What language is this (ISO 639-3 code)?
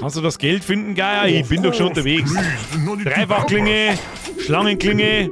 bar